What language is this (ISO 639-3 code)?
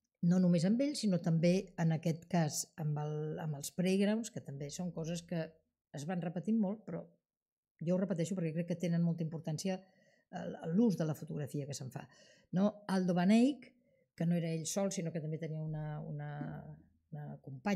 cat